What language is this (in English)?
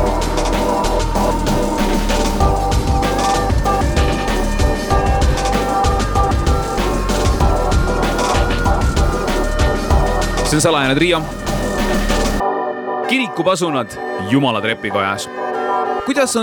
Estonian